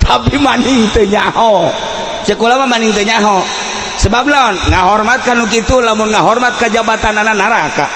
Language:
Sundanese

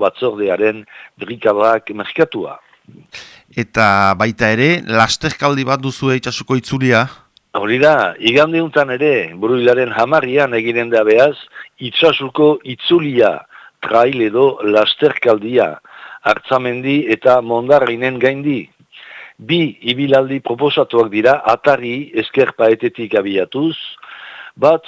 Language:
Basque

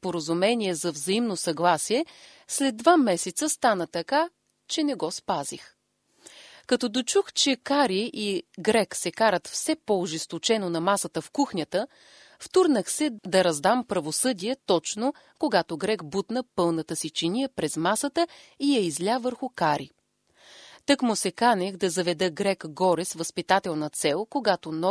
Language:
Bulgarian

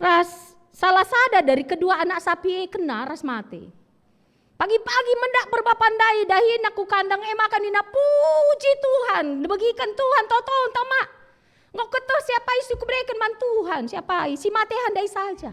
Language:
Batak Karo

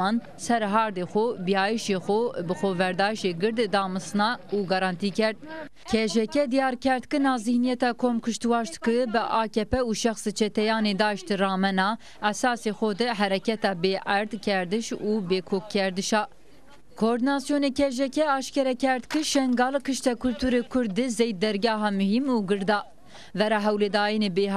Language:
Zaza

